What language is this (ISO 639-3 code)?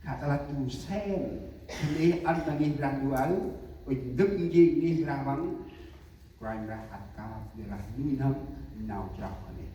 cmo